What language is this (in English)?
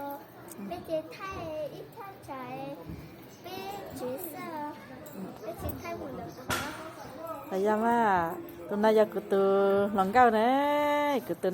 Hmong